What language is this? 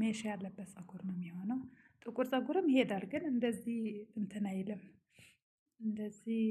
Amharic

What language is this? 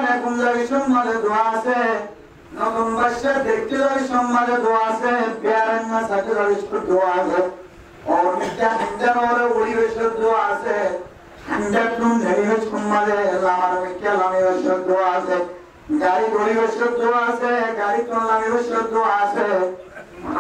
Rohingya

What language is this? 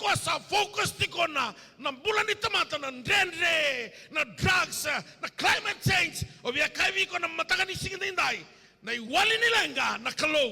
Fijian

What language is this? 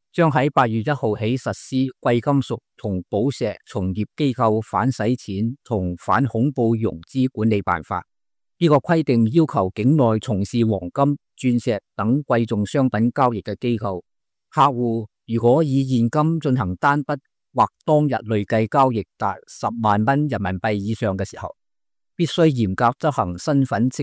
Cantonese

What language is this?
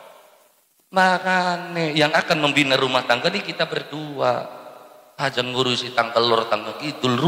Javanese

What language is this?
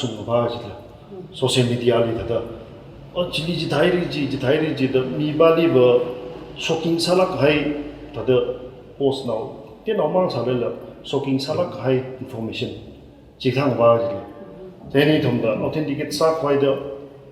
Tangkhul Naga (India)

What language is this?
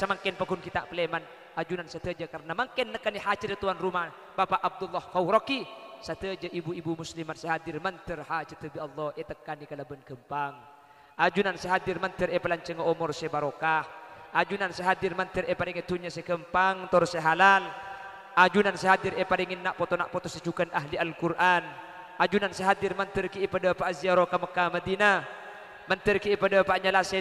Madurese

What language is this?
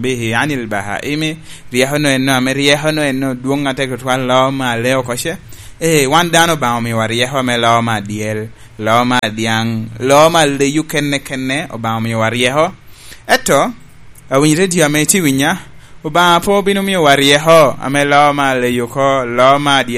Lango (Uganda)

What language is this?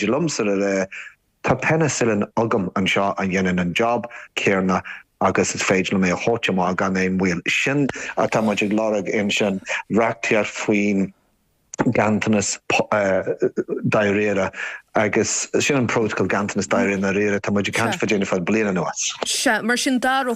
Irish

